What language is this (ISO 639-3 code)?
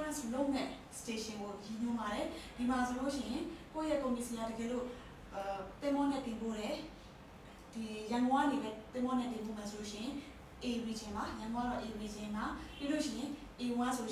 mya